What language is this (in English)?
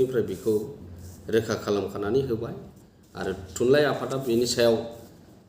Bodo